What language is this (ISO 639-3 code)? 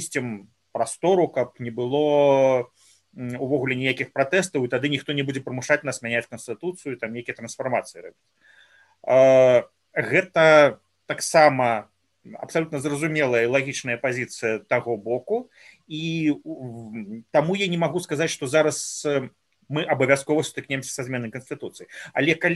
bel